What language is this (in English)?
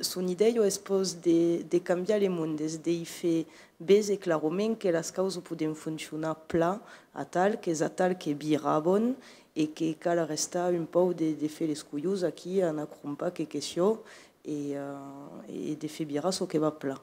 Occitan